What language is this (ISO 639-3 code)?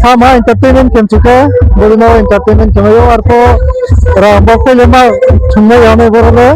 ria